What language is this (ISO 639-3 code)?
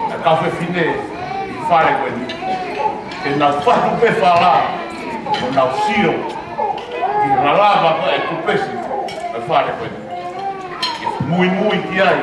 ton